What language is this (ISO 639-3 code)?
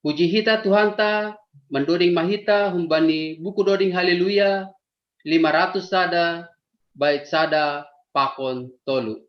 bts